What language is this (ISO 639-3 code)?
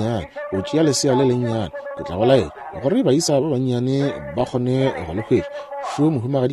nso